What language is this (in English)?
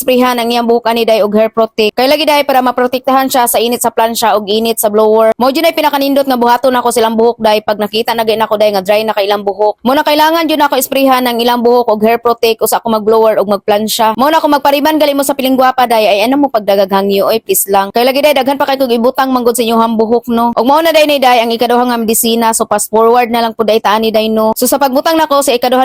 Cebuano